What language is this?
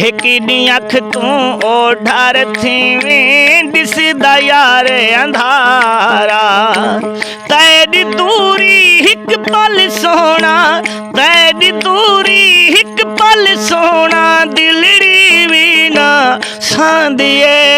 Saraiki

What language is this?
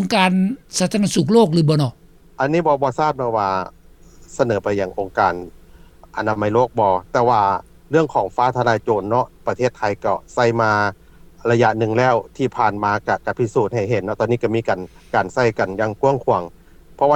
Lao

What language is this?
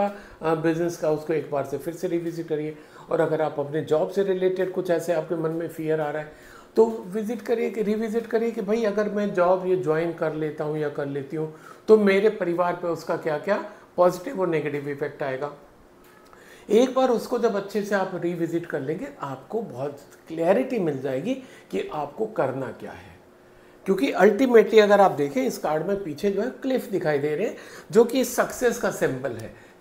Hindi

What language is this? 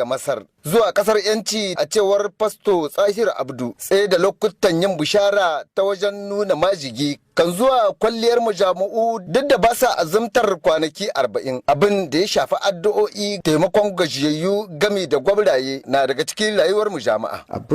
Hausa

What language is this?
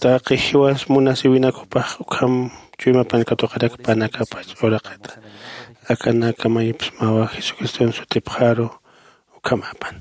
Aymara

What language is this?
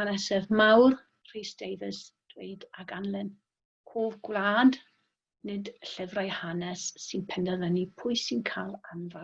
Welsh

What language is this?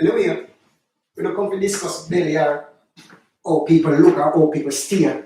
Jamaican Creole English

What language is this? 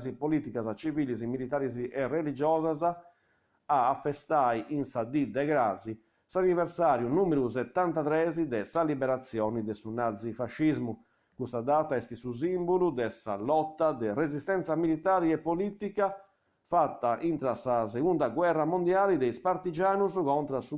Sardinian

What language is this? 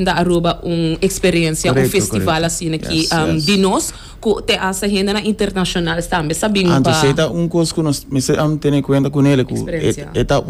Papiamento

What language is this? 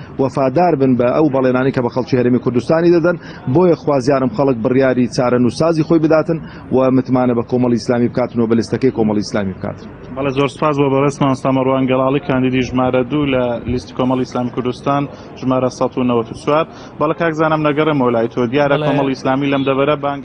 Central Kurdish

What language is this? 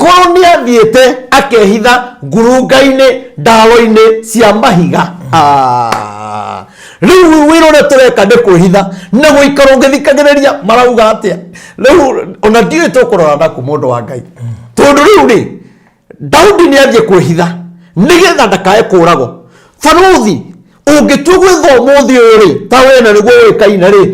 Kikuyu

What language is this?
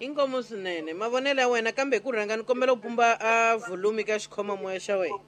Tsonga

